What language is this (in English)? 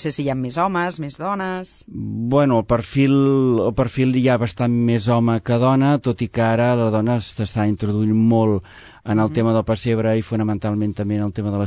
Catalan